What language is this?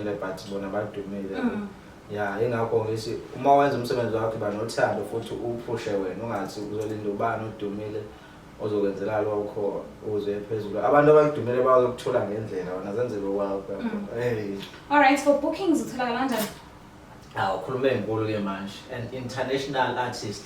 Zulu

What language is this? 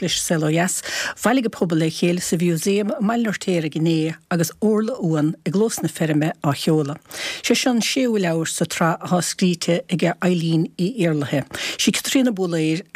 Irish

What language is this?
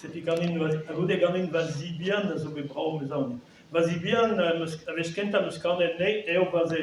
Breton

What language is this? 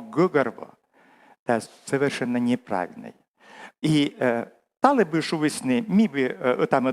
Komi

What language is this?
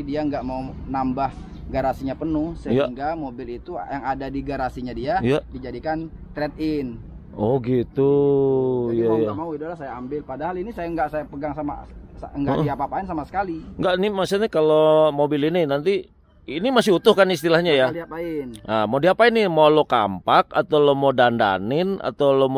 Indonesian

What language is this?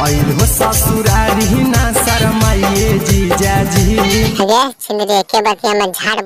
Magahi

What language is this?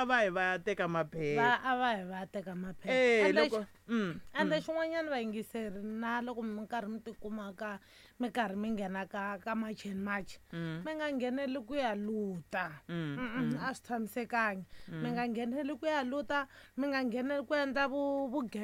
Tsonga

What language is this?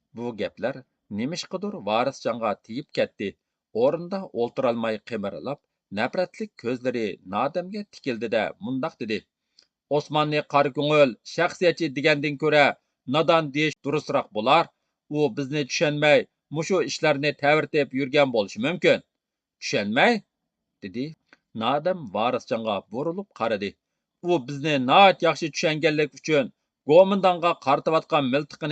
Uyghur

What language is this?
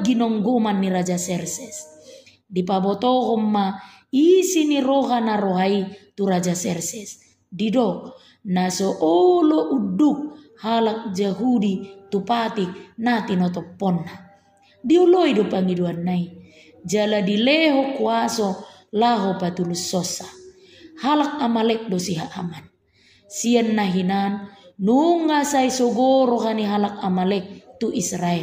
Batak Toba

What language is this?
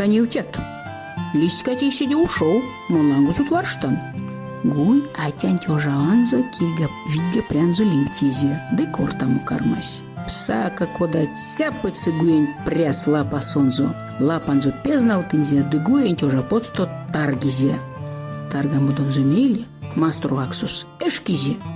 Erzya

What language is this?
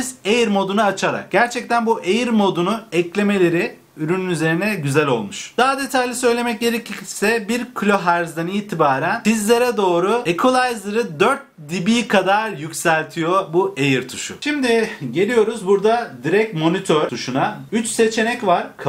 Turkish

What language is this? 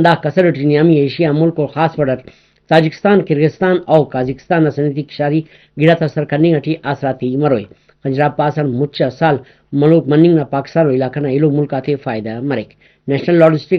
Brahui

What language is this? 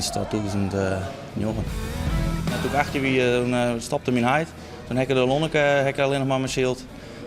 Western Frisian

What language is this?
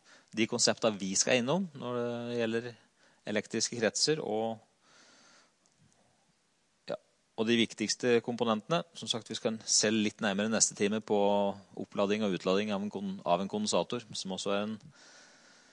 Norwegian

